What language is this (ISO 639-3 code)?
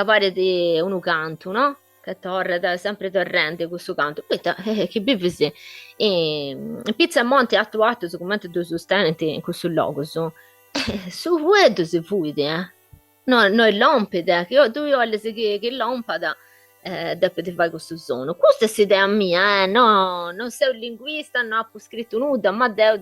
srd